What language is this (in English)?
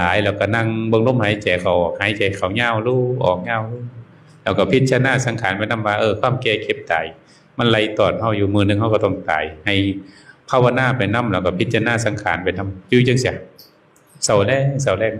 Northeastern Thai